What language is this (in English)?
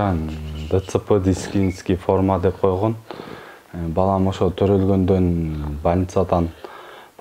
Kyrgyz